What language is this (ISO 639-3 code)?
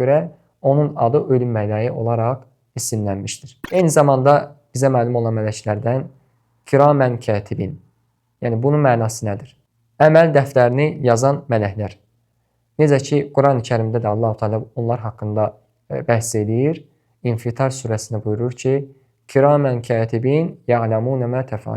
aze